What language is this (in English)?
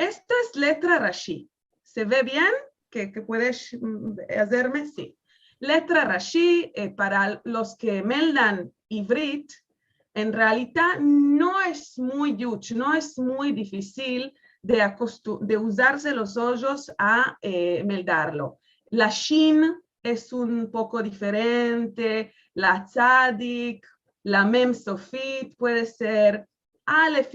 Ladino